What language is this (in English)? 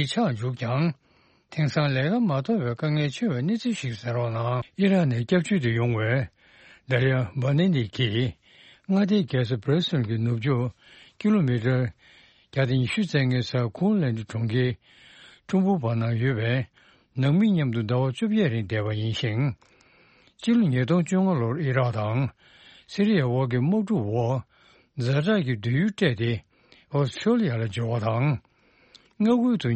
Tibetan